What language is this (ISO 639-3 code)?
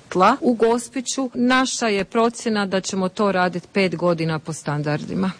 hrv